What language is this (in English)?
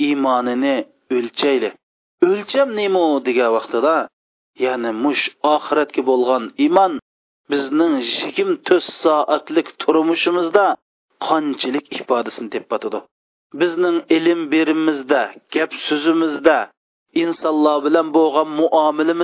Uyghur